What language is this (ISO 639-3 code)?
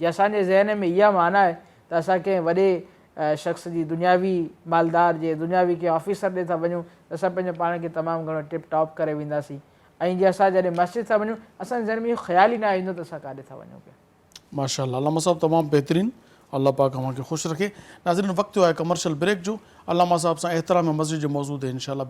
snd